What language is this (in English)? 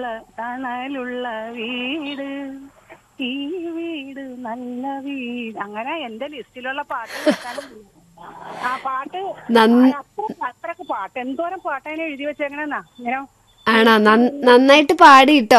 Malayalam